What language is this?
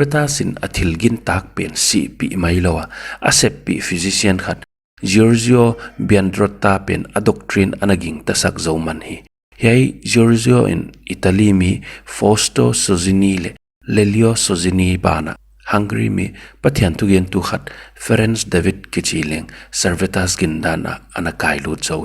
Paite Chin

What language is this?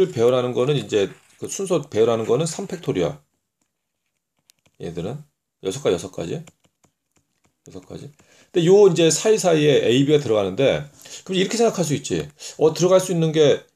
Korean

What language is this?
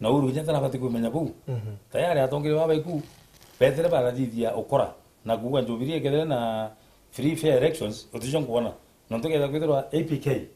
Meru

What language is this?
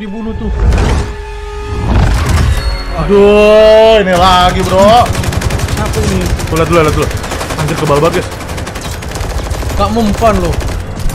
Indonesian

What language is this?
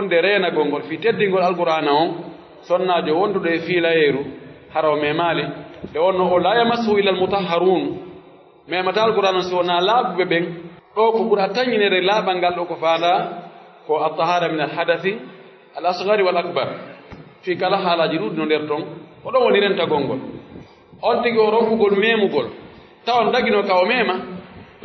Pular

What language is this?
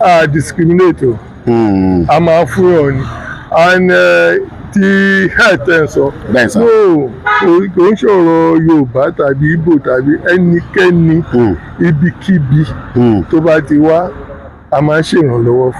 Yoruba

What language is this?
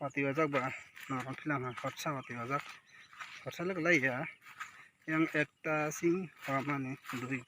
Kok Borok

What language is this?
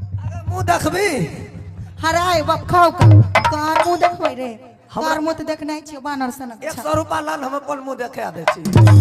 Maithili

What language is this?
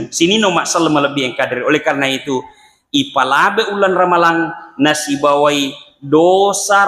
Buginese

